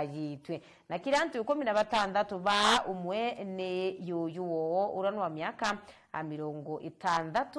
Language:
Meru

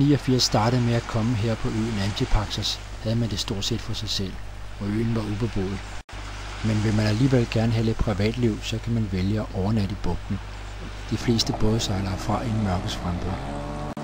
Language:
Danish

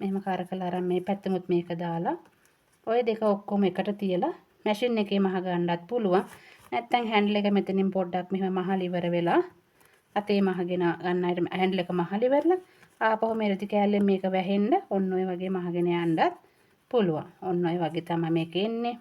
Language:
Sinhala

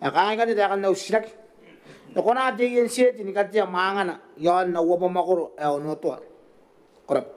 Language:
Gilbertese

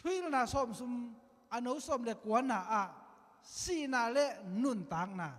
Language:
Tedim Chin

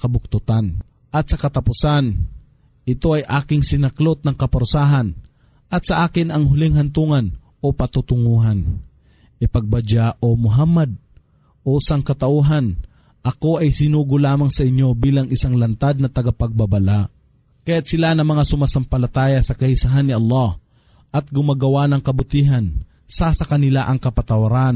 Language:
Filipino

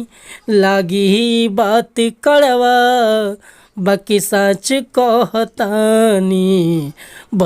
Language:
Bhojpuri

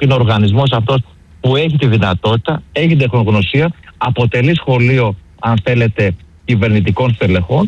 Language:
Greek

